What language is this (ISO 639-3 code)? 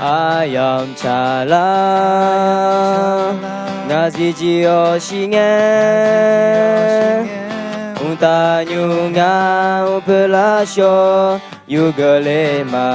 ahk